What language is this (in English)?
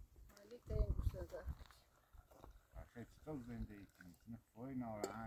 Persian